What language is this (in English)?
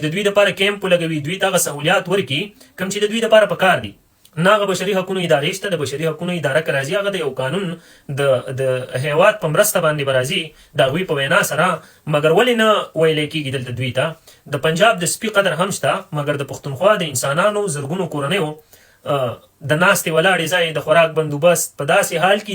Pashto